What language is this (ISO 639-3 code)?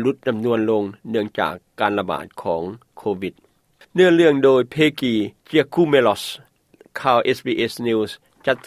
lao